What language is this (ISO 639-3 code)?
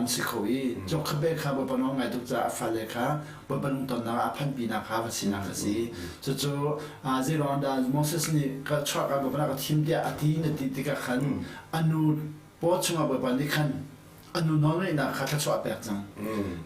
cnh